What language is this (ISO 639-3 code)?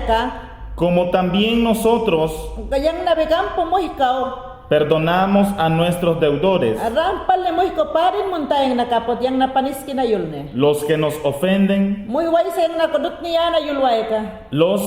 yan